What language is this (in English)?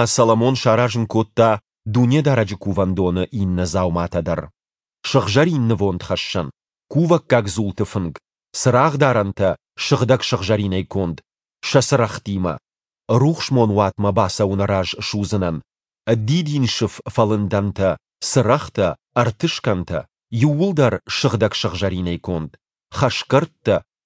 Ossetic